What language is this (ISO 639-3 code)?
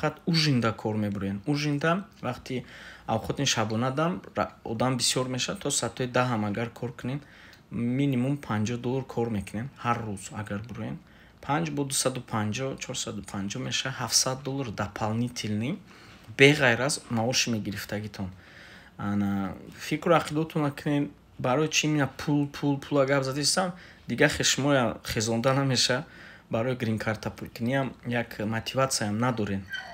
tgk